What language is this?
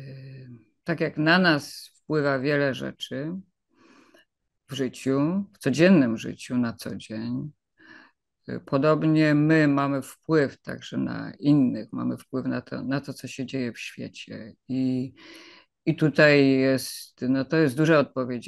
Polish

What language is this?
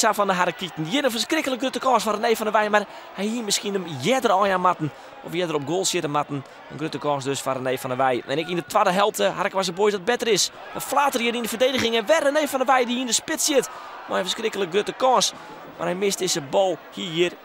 Western Frisian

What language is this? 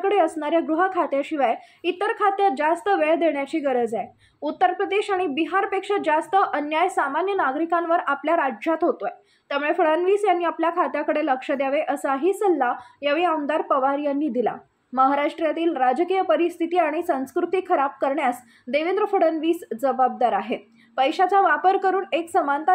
Marathi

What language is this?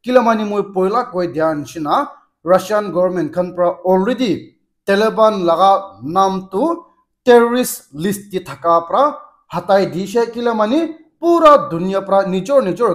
Naga Pidgin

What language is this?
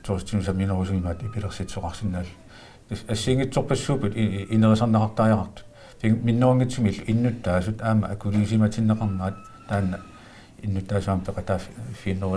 Kalaallisut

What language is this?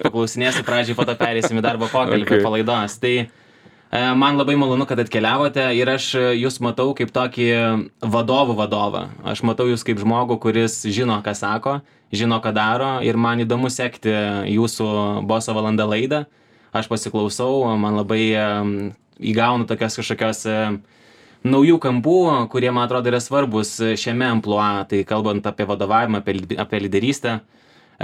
Lithuanian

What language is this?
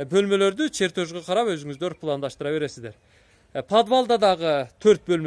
Kyrgyz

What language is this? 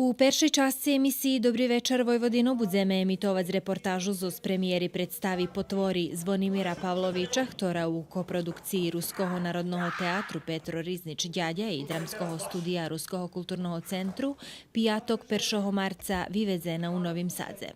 Rusyn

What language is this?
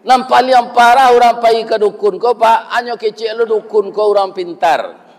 Minangkabau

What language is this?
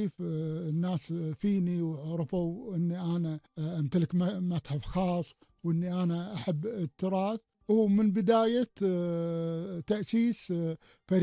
Gulf Arabic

